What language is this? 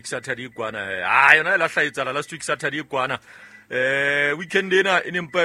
Southern Sotho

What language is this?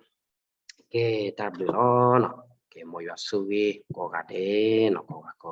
S'gaw Karen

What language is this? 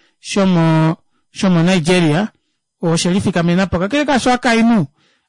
Kuanyama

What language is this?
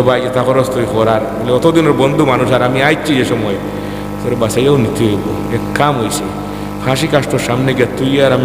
Sylheti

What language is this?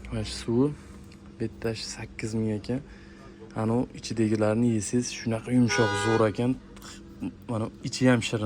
Uzbek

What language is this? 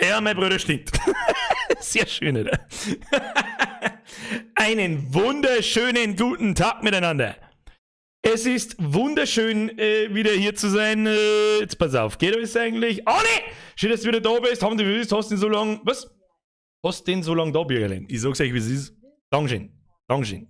Bavarian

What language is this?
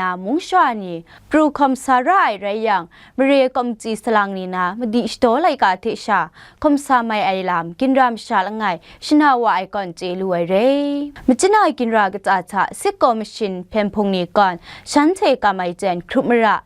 Kachin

